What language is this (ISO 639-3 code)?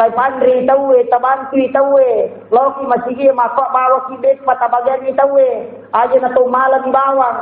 bug